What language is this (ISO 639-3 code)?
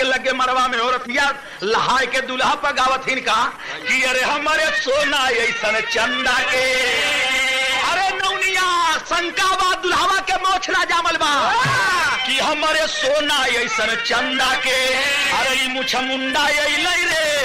bho